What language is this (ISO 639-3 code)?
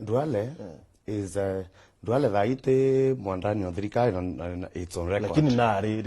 mer